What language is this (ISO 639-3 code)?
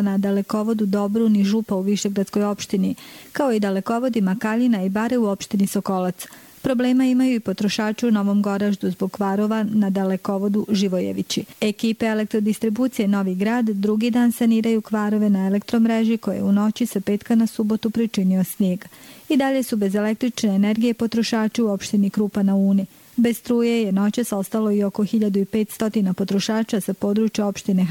bos